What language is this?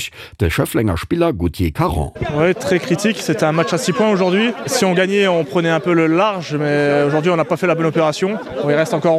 Luxembourgish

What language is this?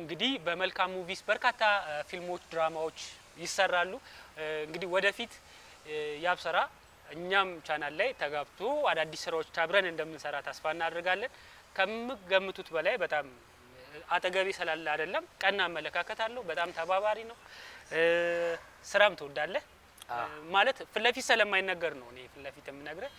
Amharic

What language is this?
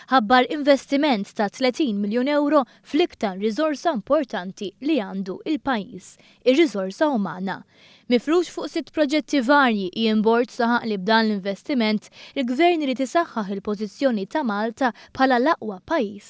Maltese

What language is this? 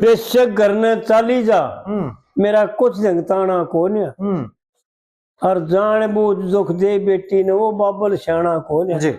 Haryanvi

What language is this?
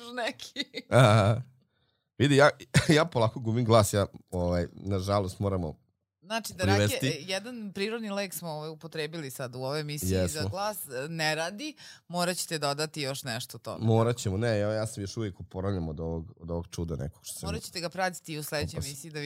Serbian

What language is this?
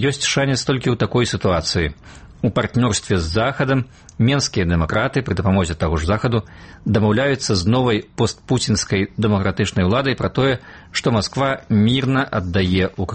Belarusian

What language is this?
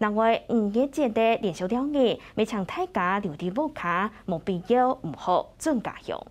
Hakka Chinese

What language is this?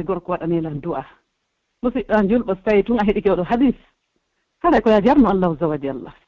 Pular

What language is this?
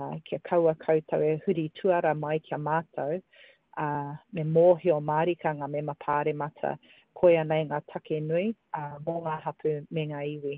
Māori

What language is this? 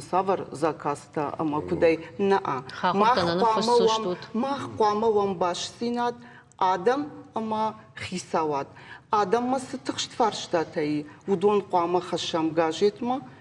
Ossetic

